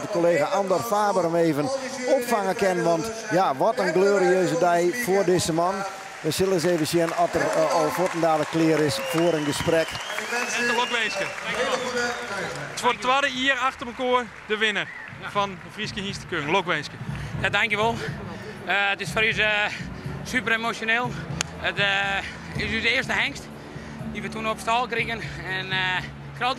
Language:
Western Frisian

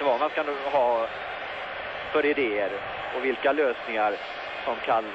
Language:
Swedish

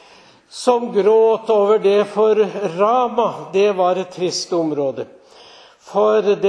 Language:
Norwegian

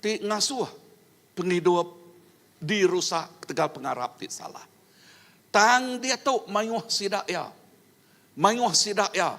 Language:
Iban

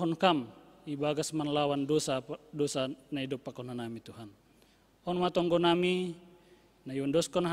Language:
Batak Simalungun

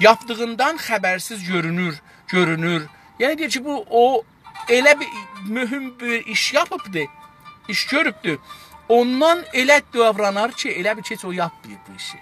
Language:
South Azerbaijani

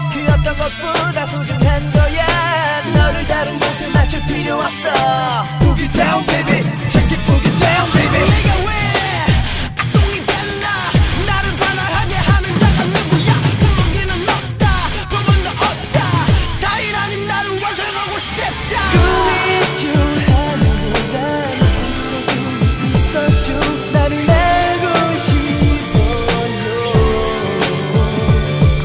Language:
Korean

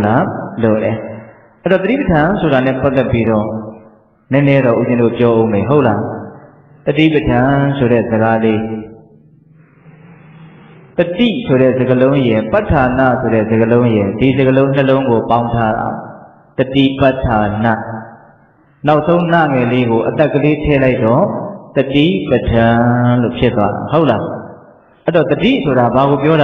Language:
Burmese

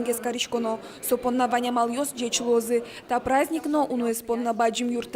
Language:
Udmurt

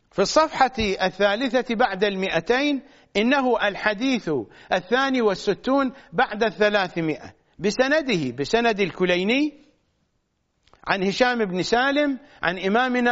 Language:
Arabic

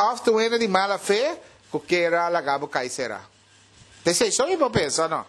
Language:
Papiamento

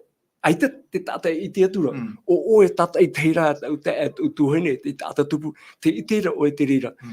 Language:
Tahitian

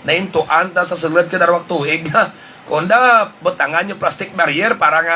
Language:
Hiligaynon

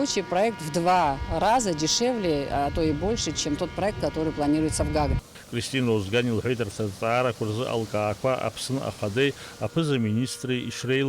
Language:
Abkhazian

